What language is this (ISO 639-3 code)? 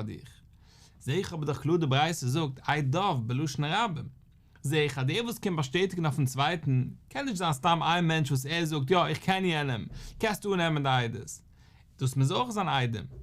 yid